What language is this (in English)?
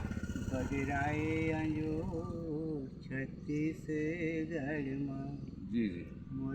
Chhattisgarhi